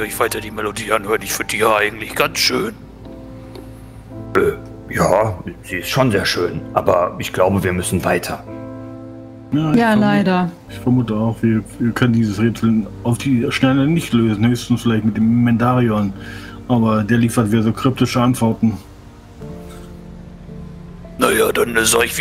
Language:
German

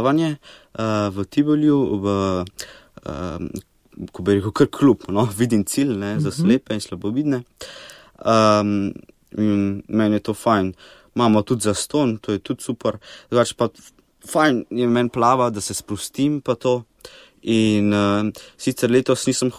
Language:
Slovenian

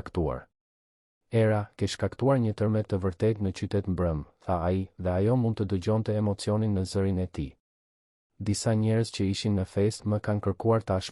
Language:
Albanian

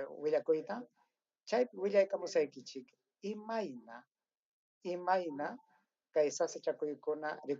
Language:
Ayacucho Quechua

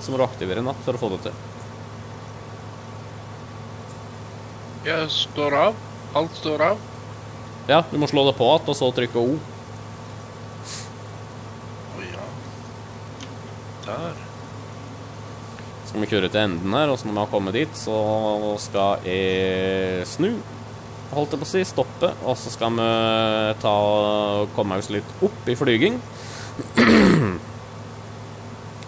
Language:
Norwegian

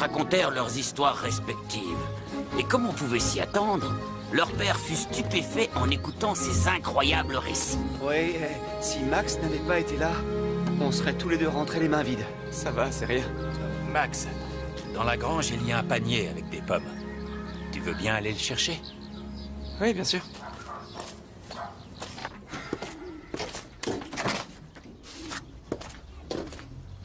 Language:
French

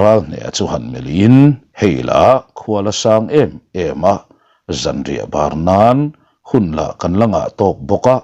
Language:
Mizo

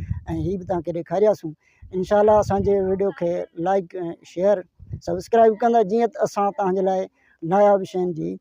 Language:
Sindhi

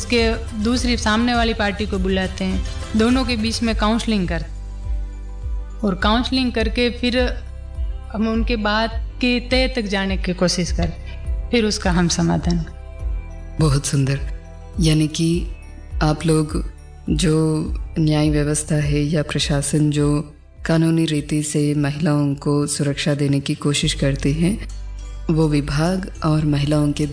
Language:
Hindi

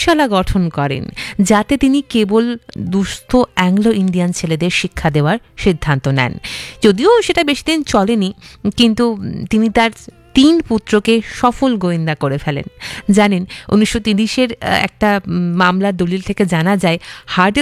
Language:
Bangla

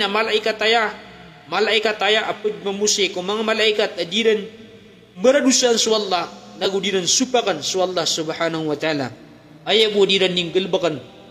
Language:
Maranao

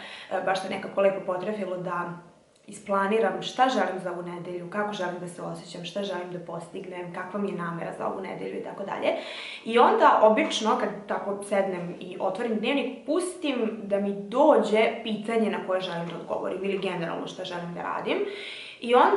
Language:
Serbian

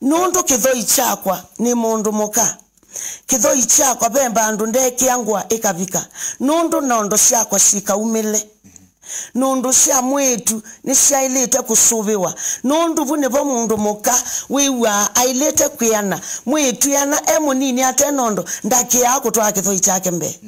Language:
Kamba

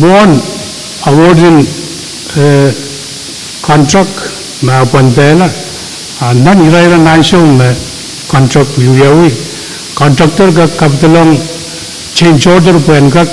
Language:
Pohnpeian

